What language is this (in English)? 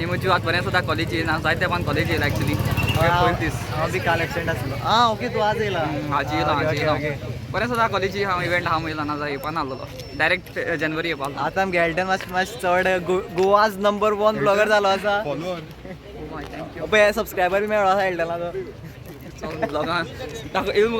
Konkani